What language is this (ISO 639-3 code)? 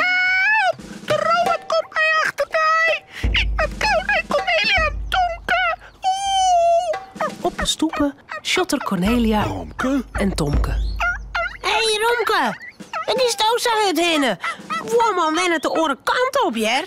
fry